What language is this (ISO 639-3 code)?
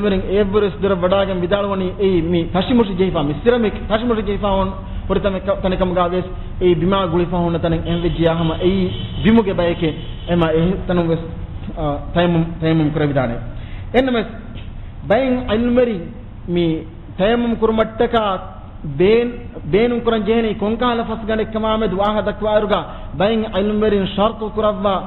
div